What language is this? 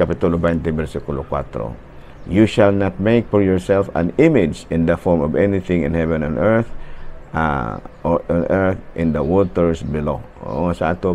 Cebuano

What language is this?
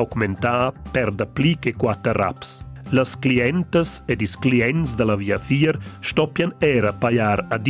Romansh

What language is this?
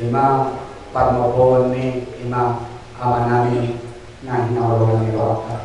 Batak Toba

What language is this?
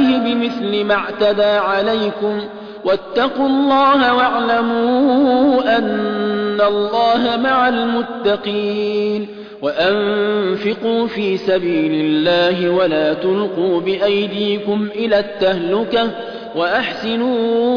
Arabic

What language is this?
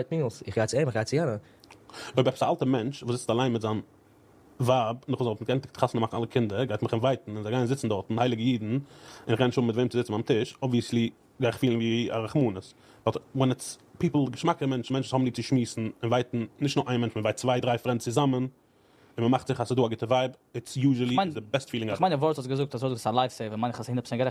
Yiddish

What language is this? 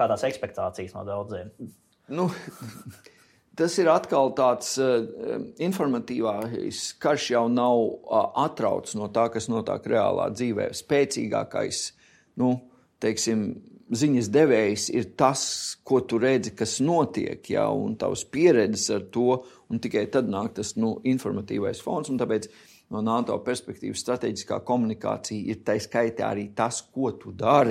Latvian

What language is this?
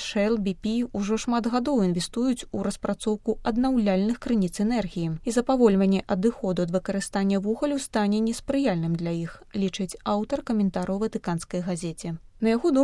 Belarusian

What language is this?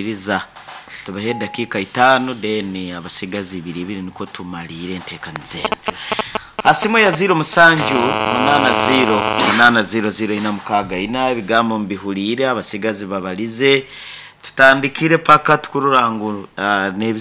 Nyoro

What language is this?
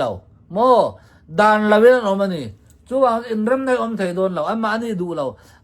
Hakha Chin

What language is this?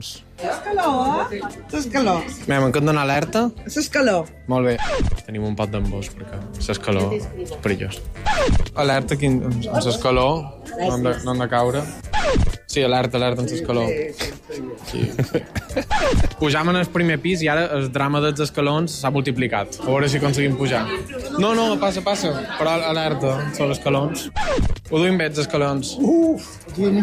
Catalan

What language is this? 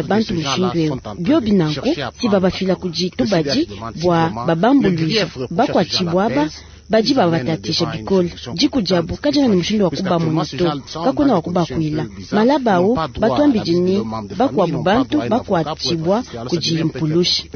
Luba-Lulua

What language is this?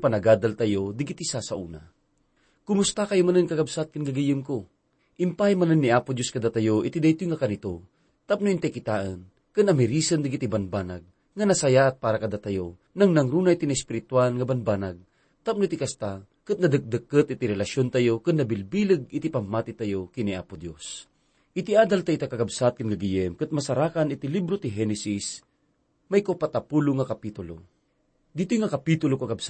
Iloko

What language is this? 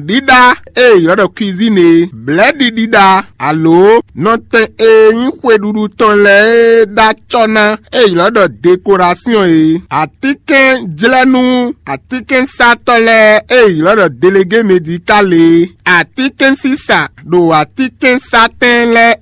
Fon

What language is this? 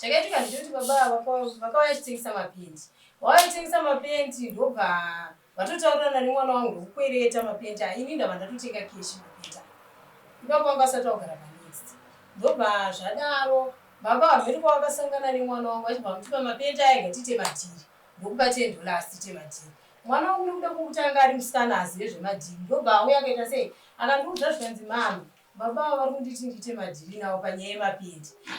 Shona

